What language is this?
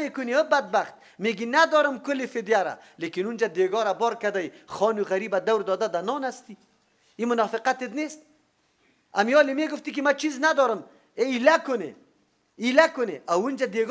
Persian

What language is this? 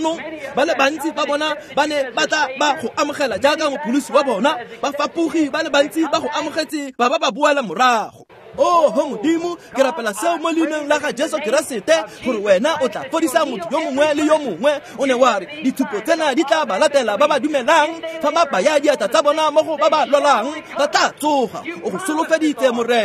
Tswana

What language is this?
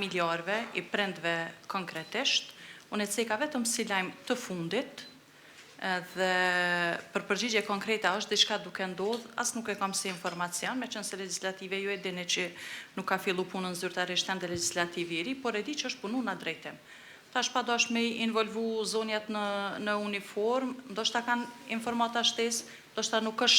Albanian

